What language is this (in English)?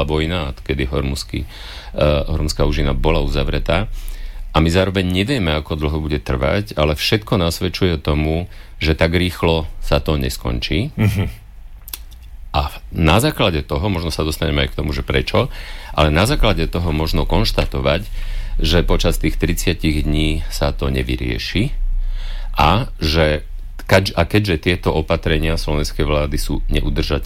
Slovak